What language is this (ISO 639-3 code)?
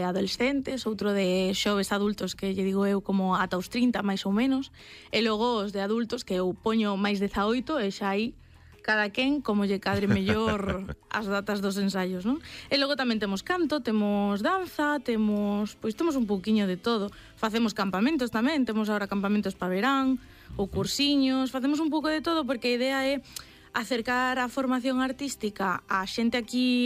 glg